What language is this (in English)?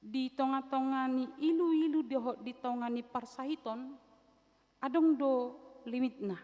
Batak Toba